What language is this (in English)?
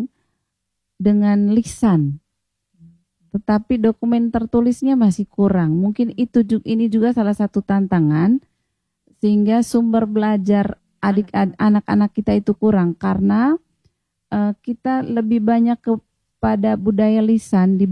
Indonesian